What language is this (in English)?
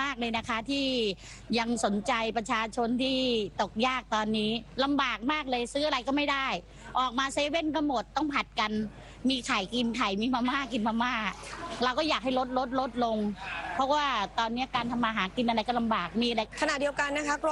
Thai